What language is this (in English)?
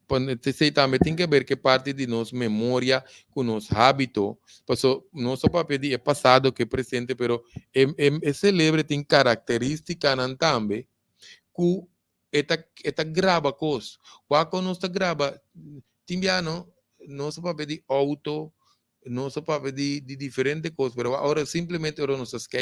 Papiamento